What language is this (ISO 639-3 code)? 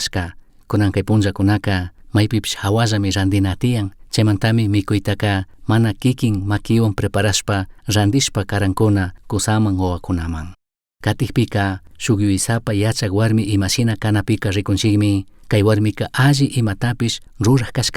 qug